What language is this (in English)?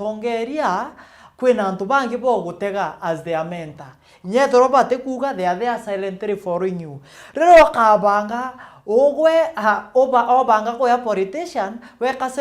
Meru